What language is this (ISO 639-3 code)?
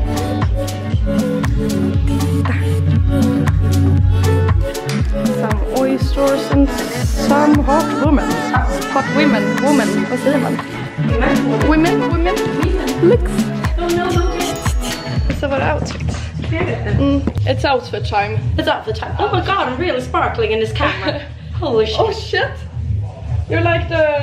swe